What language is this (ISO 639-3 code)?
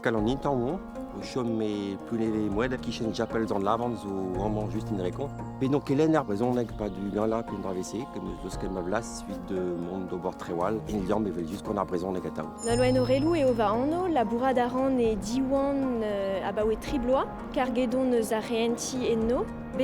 bre